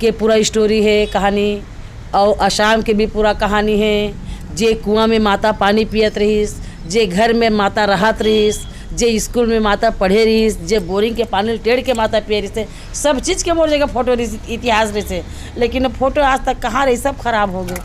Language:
Chhattisgarhi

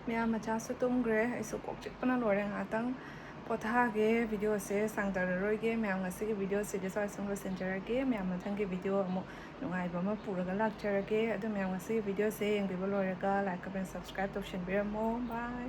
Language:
Manipuri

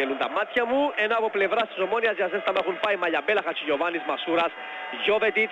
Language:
Greek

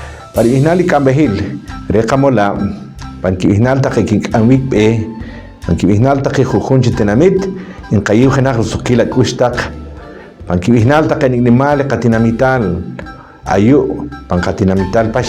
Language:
Poqomchi'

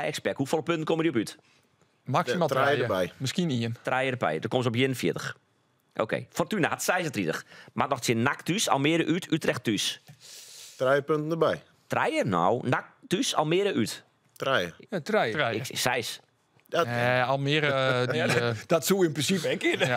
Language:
Western Frisian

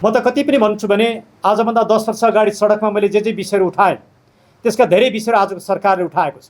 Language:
Nepali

